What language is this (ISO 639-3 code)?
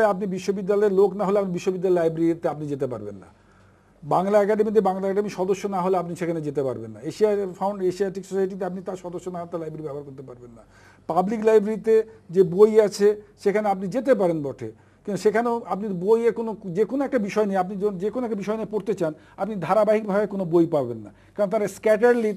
ben